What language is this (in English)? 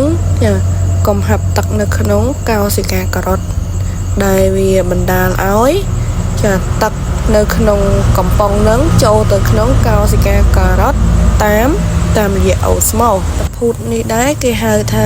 Khmer